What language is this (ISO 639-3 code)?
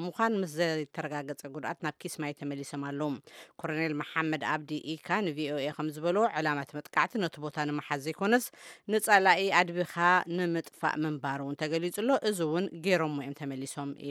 tir